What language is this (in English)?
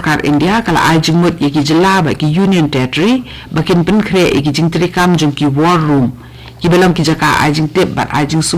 Khasi